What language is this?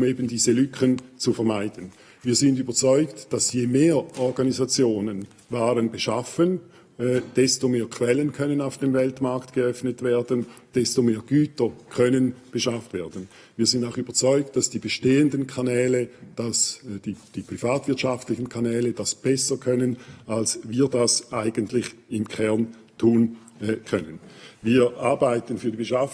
Swiss German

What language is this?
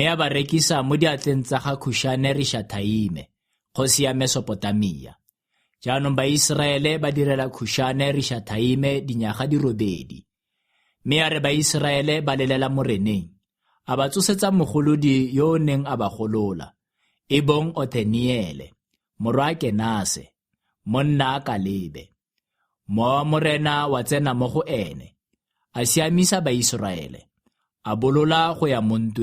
Tswana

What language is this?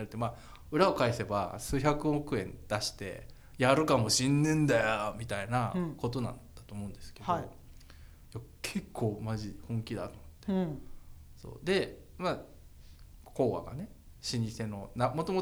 Japanese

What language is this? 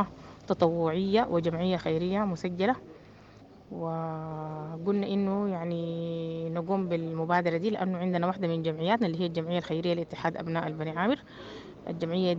Sudanese Arabic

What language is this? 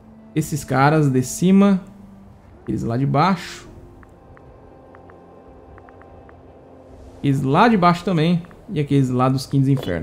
Portuguese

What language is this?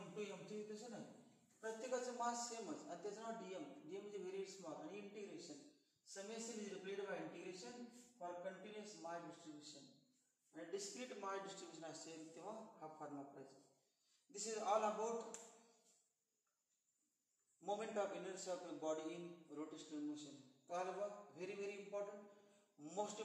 Marathi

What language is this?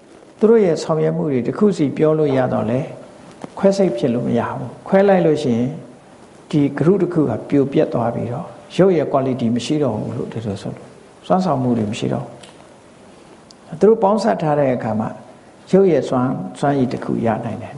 Burmese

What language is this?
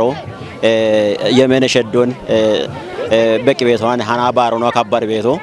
Kafa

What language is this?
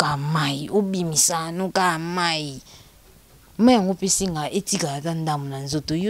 Lingala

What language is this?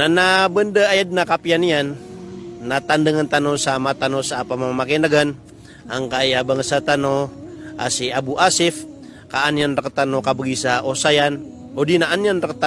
Maranao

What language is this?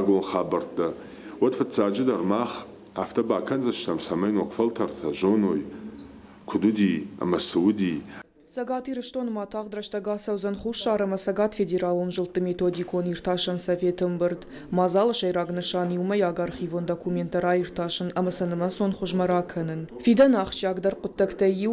Ossetic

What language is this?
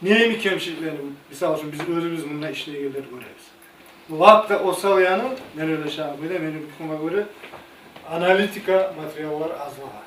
Kumyk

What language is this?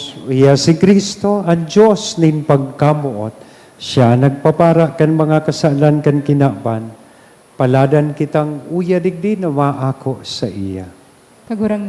Bikol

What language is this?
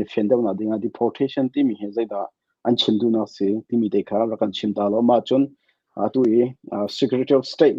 Hakha Chin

